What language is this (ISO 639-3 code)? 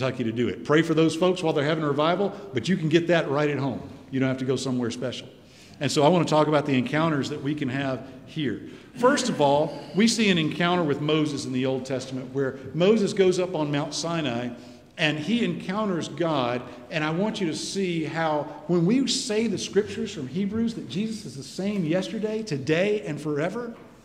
eng